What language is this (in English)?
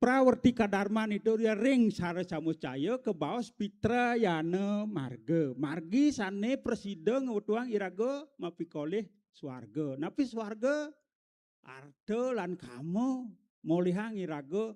Balinese